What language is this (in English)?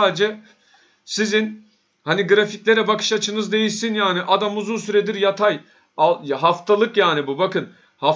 Turkish